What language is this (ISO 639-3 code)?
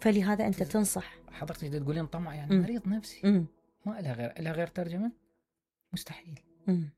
acm